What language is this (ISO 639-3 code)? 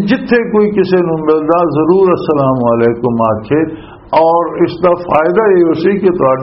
lah